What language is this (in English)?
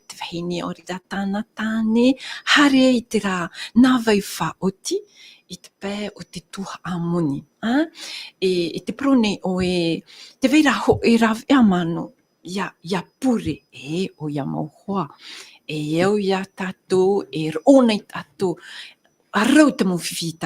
Tahitian